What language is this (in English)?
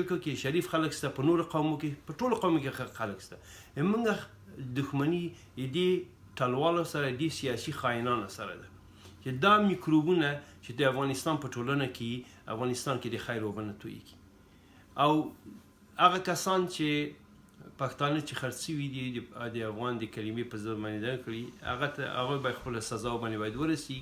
Pashto